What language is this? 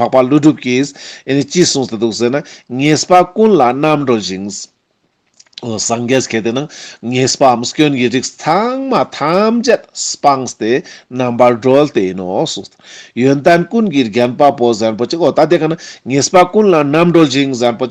Ladakhi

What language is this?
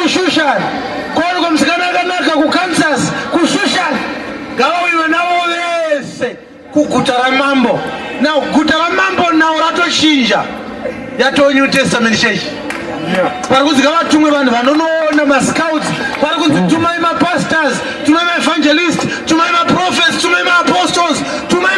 Shona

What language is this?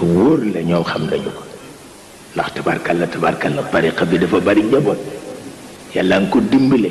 Wolof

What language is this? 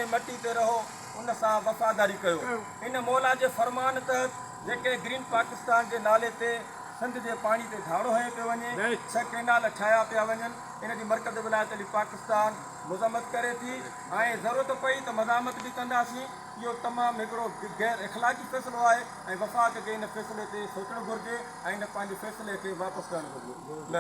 Sindhi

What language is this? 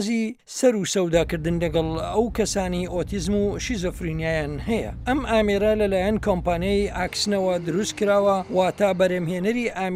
Central Kurdish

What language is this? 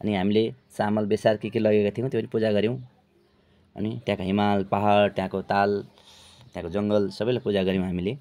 Nepali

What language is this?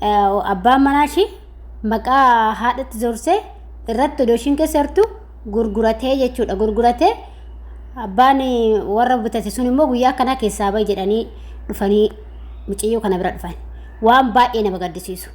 Oromo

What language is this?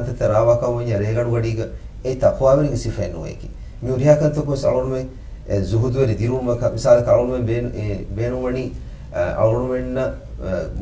Divehi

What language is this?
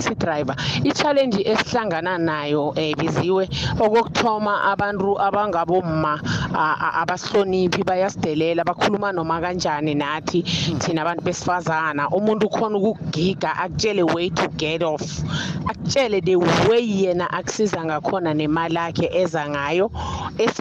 South Ndebele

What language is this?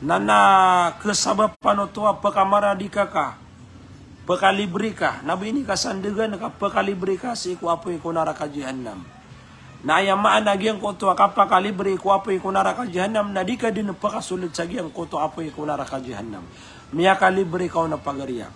Maranao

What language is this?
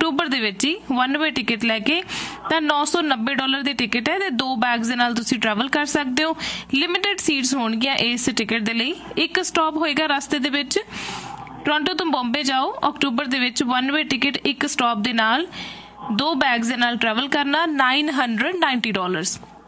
Punjabi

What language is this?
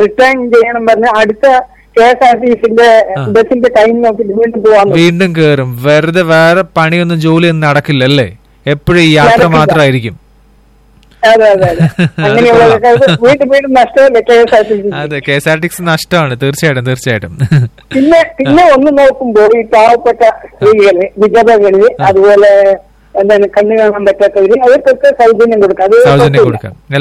Malayalam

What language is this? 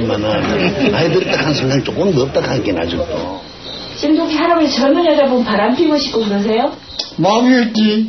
Korean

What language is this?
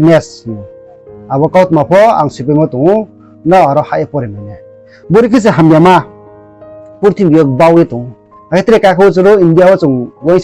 Riang (India)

